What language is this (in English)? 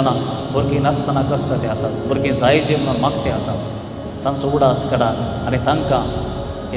Konkani